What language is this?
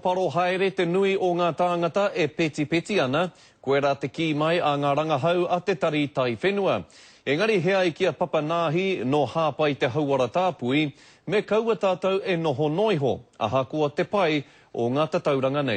Māori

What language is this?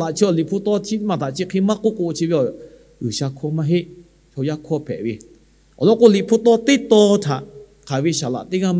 Lahu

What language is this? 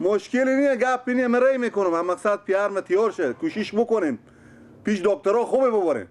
Persian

